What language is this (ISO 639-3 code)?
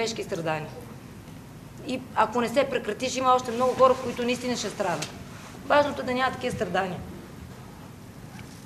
bul